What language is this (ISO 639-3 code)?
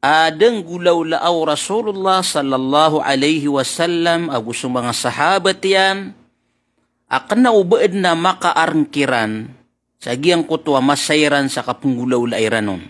mrw